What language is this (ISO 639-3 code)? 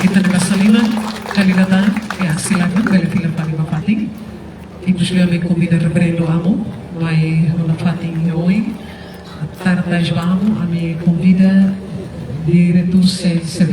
tet